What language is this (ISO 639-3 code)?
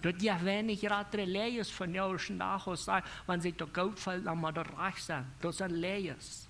pdt